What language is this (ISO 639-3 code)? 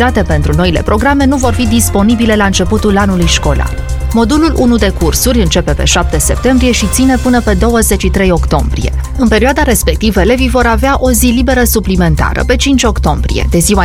ron